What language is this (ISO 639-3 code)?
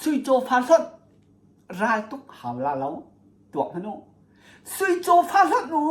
cnh